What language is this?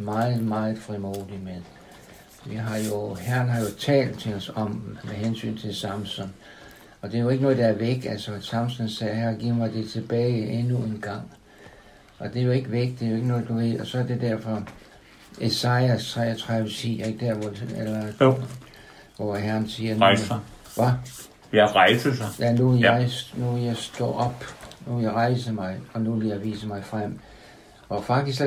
Danish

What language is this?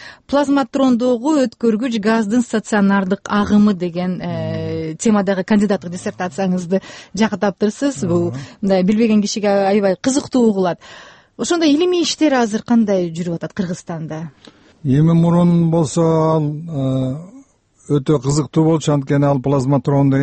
Kyrgyz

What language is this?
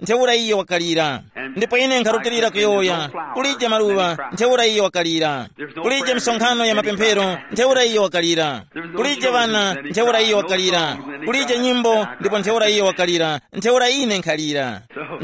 Tumbuka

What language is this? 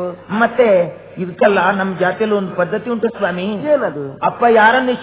Kannada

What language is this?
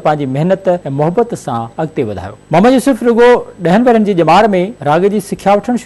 Sindhi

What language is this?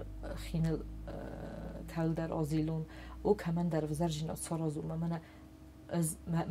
Ossetic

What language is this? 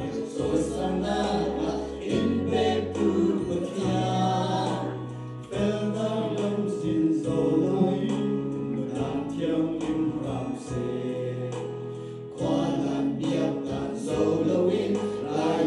Falam Chin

